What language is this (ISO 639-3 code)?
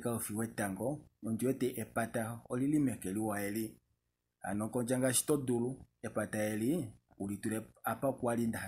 kua